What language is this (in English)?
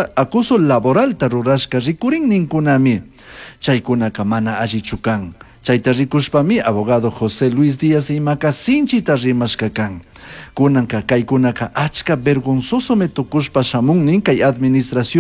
Chimborazo Highland Quichua